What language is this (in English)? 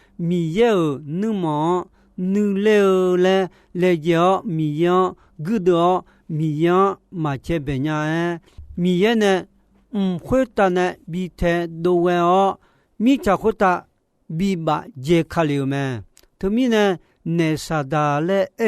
Akha